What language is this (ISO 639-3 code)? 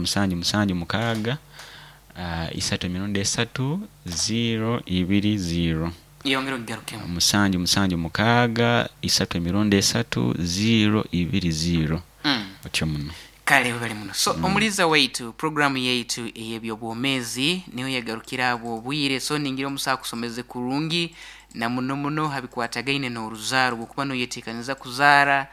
nyo